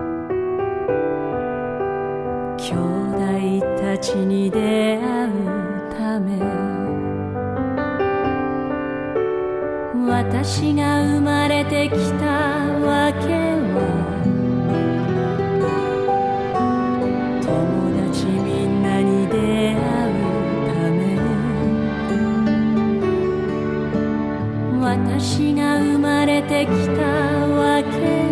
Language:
Japanese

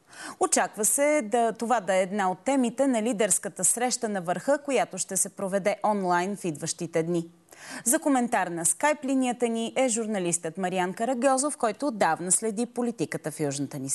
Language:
Bulgarian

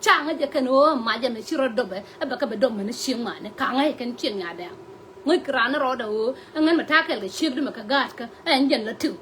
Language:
Nuer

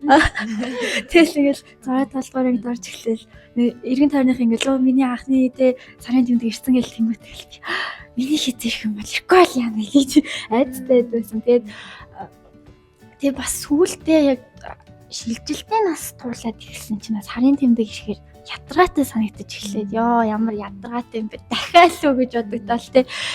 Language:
Mongolian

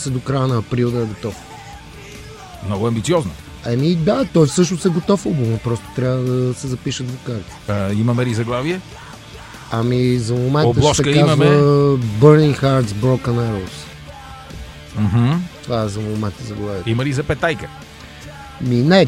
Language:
Bulgarian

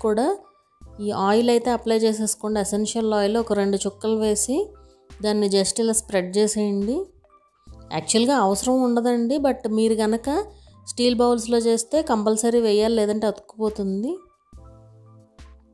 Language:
Telugu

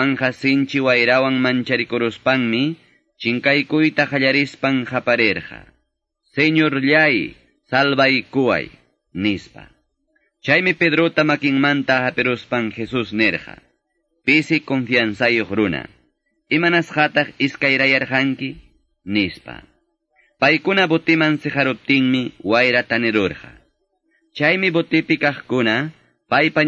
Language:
Quechua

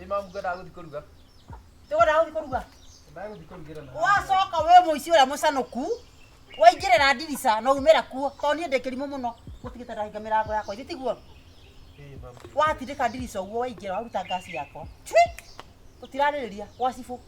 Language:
Kikuyu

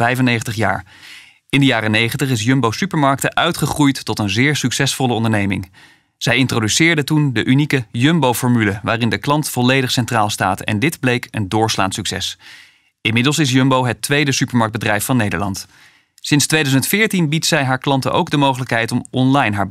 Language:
Dutch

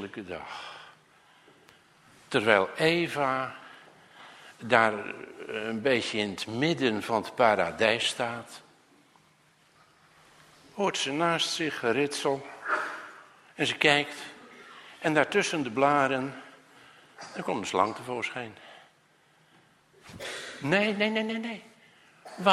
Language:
Dutch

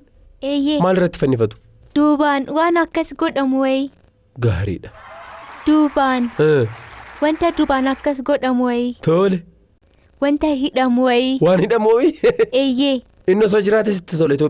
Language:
Oromo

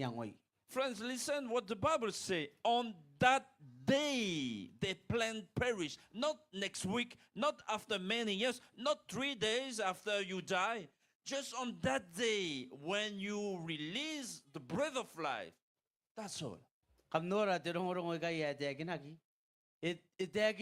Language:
Gilbertese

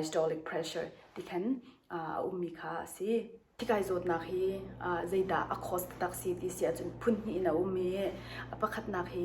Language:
Hakha Chin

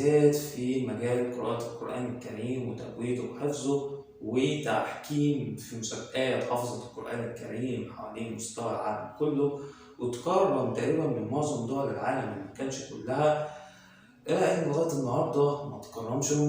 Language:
Egyptian Arabic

